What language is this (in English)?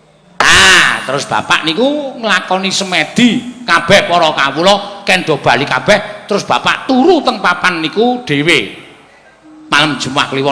Javanese